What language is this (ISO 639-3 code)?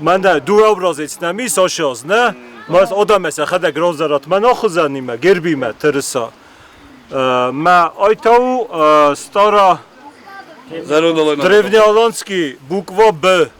oss